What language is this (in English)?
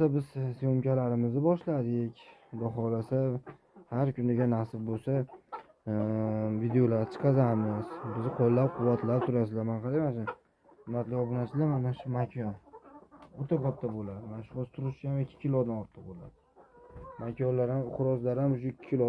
Uzbek